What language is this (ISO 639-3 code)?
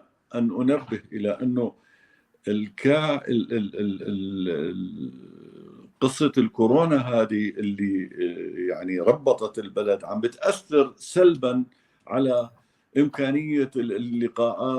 apc